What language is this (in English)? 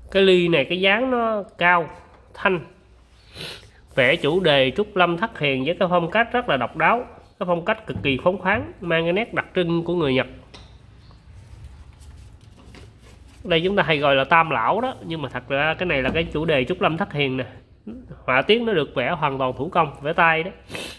Vietnamese